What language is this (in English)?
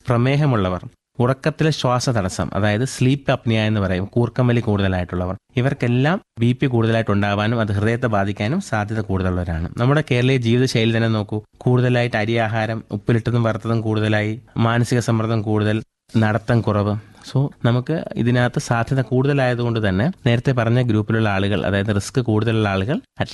Malayalam